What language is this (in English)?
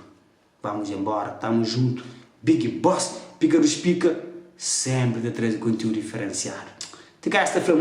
Kabuverdianu